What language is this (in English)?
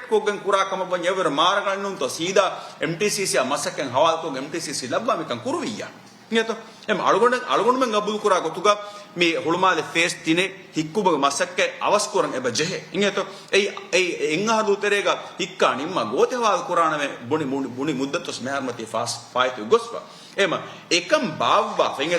Divehi